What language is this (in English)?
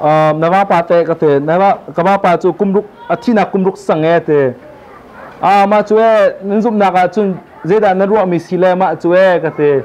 Hakha Chin